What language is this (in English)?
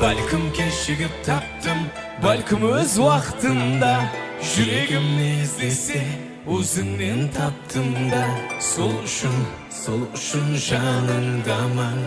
Kara-Kalpak